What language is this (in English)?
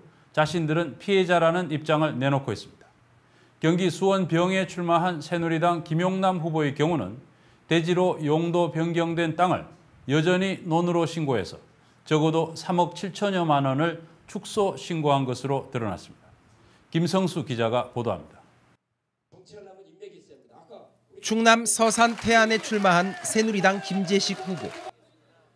Korean